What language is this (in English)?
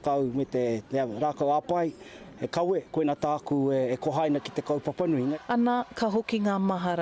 Māori